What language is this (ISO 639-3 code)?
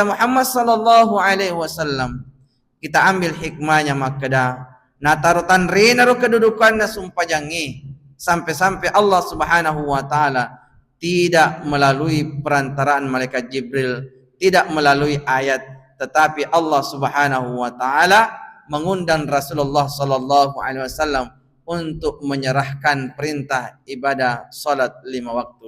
bug